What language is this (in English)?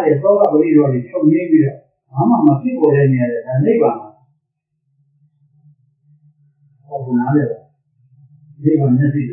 Burmese